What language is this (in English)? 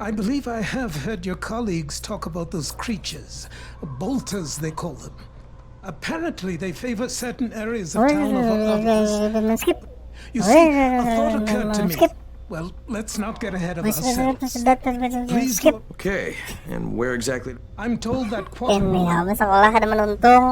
Banjar